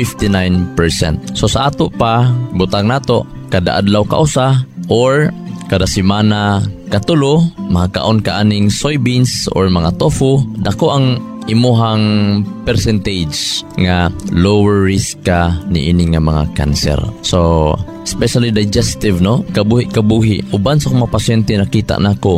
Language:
Cebuano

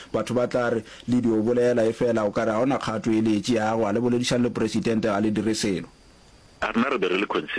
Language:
Northern Sotho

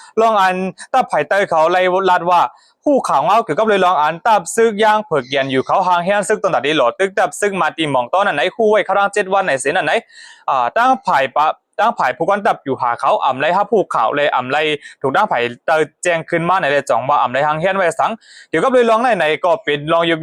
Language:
Shan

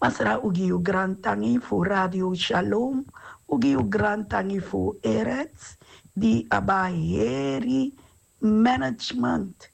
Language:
Sranan Tongo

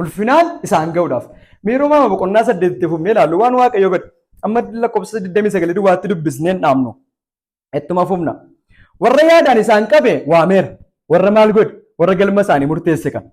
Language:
Oromo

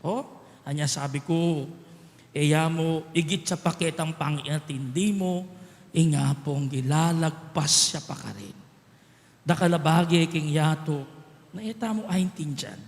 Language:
Pampanga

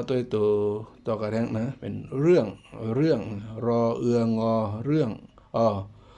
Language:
Shan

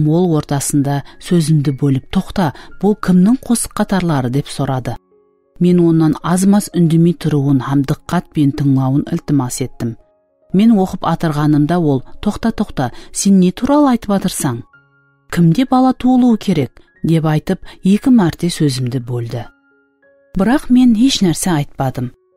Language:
Kara-Kalpak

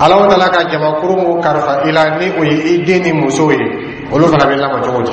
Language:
Dyula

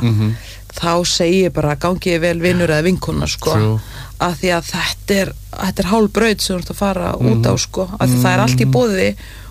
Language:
Icelandic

